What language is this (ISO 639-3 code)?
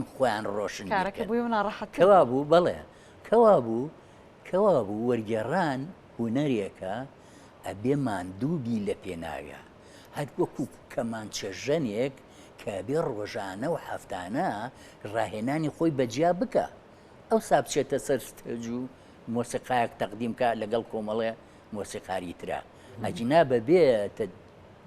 ckb